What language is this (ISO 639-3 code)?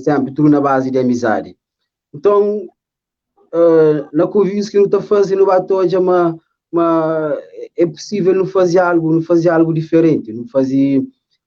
kea